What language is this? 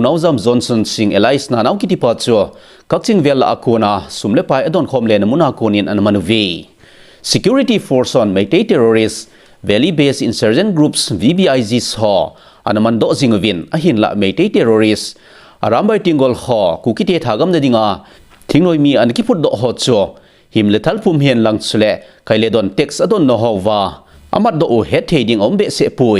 Thado Chin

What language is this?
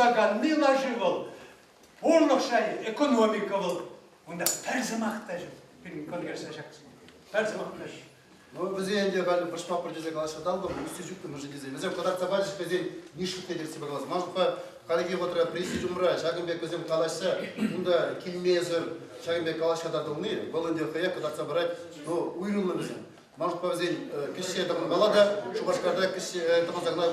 Chuvash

